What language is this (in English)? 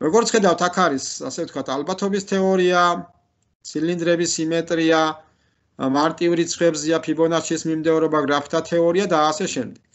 Georgian